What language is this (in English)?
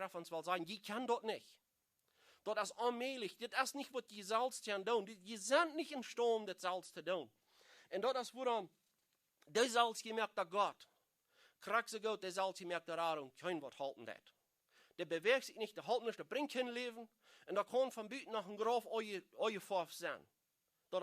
Plautdietsch